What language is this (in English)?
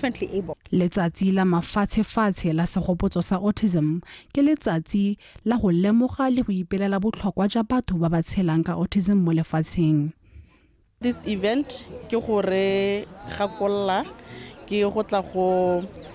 Tswana